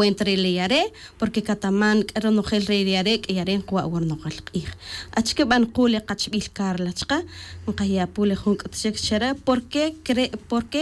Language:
Tz'utujil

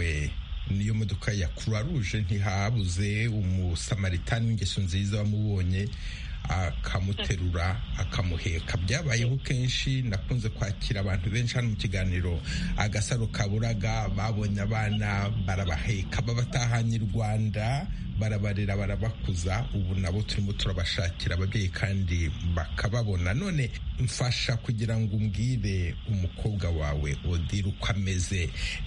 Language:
Kinyarwanda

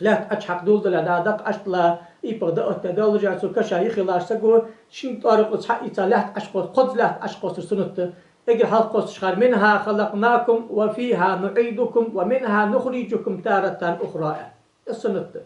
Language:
Ingush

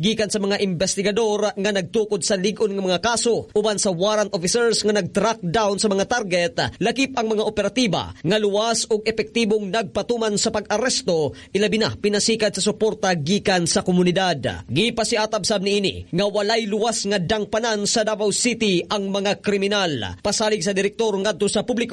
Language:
Cebuano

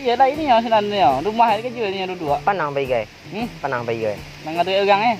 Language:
Minangkabau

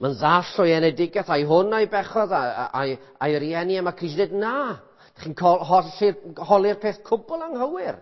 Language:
Welsh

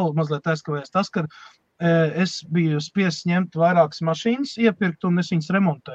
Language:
Latvian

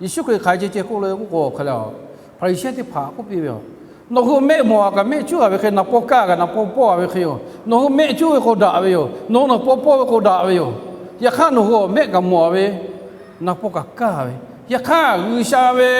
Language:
Lahu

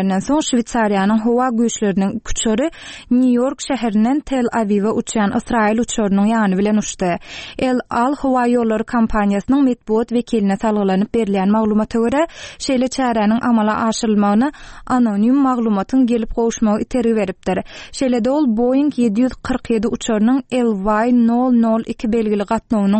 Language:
Turkmen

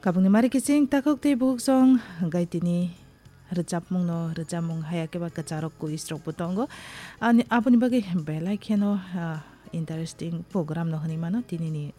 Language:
Kok Borok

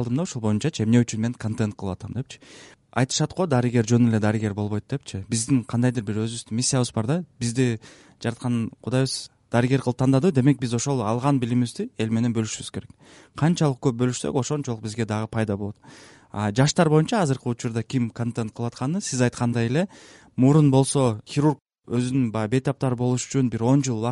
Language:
Kyrgyz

